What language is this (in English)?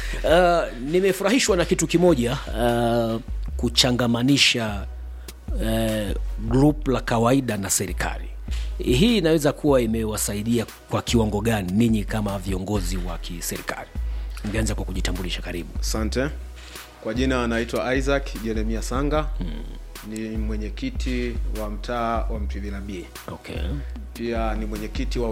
Swahili